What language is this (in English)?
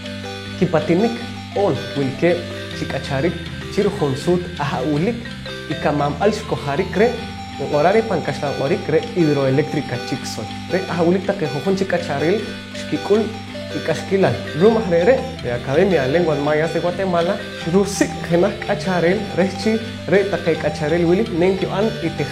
Poqomchi'